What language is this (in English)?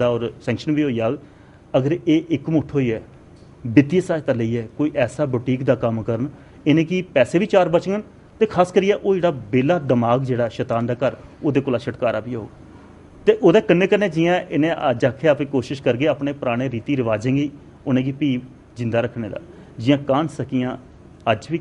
Dogri